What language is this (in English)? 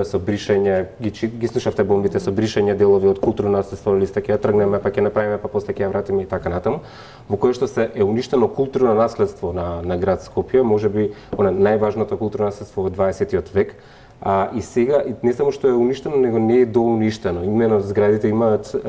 Macedonian